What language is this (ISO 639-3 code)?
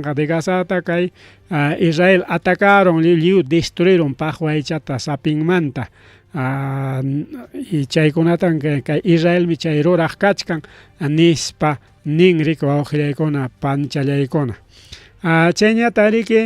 quy